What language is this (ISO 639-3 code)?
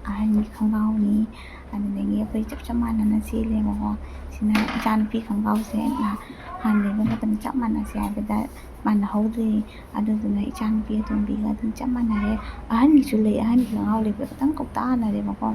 mni